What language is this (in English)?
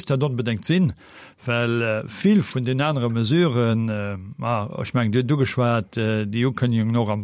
Luxembourgish